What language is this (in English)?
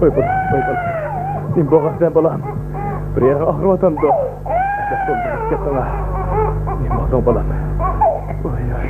Uyghur